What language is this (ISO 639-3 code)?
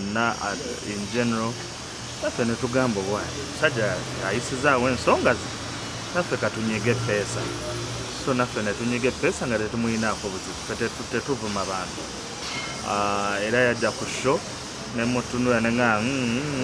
lug